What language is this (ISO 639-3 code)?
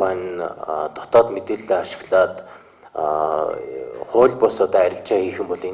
mon